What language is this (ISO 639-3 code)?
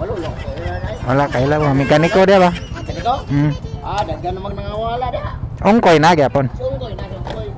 ceb